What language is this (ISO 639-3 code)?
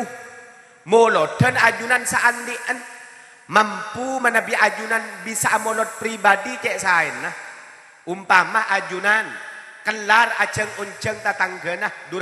mad